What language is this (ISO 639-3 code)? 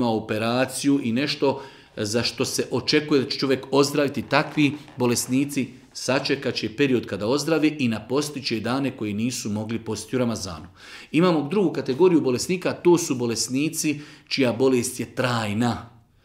bos